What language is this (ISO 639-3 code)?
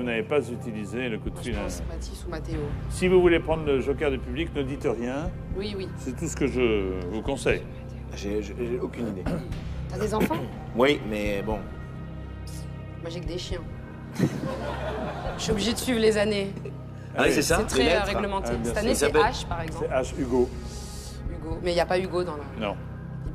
fra